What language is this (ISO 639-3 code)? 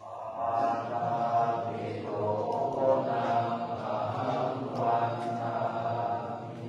pli